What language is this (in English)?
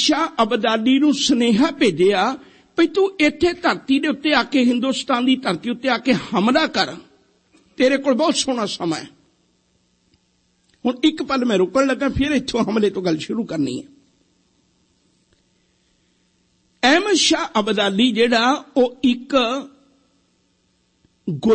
Punjabi